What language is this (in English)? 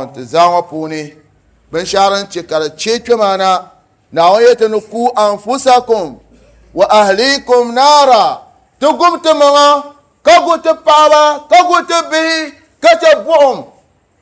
Dagbani